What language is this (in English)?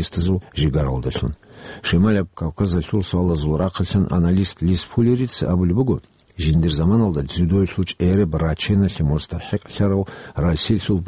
Avaric